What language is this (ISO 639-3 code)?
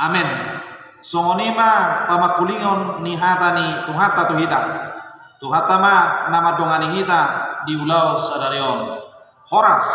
bbc